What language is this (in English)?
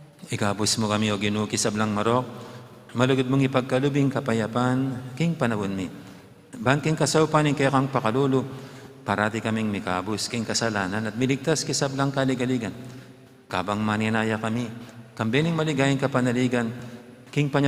Pampanga